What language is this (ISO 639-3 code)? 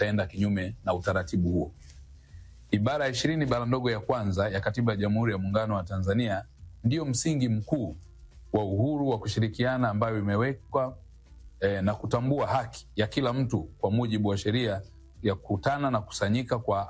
swa